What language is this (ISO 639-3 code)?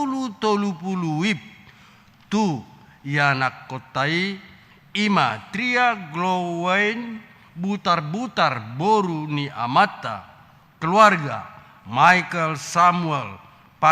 bbc